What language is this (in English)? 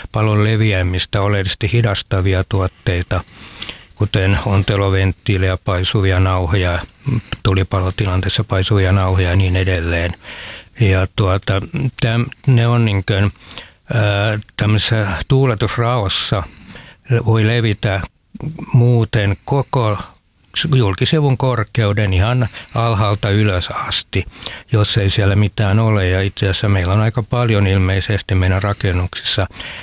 Finnish